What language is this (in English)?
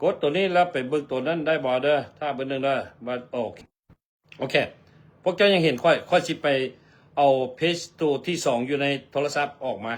Lao